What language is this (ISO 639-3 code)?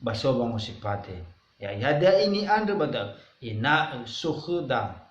nia